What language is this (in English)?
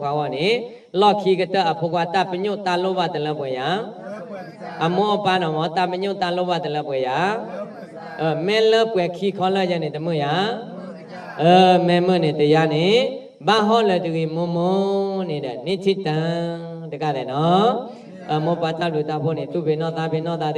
S'gaw Karen